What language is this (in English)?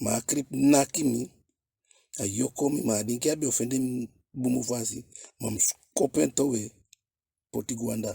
Eastern Maroon Creole